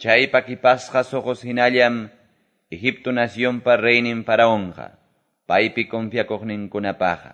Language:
Quechua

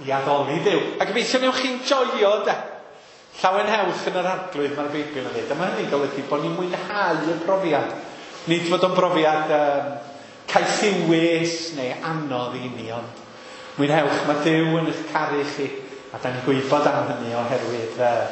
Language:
Welsh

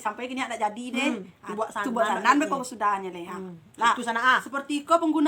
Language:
Minangkabau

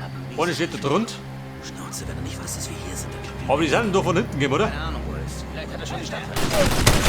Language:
Bavarian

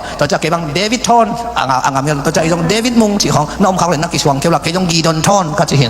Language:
Tedim Chin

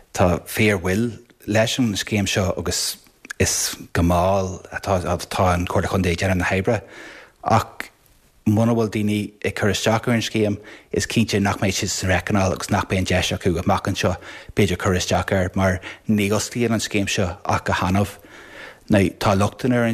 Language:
Irish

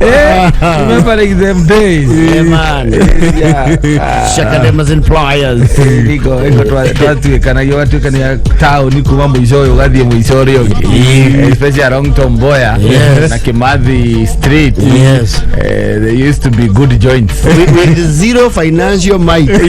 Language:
Kikuyu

